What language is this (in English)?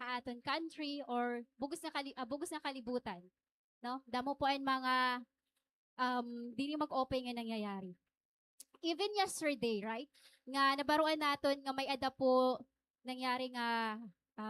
Waray